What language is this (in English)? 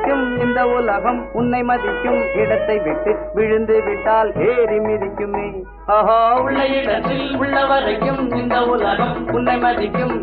Tamil